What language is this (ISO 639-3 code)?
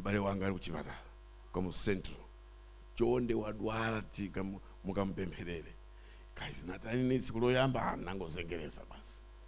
nya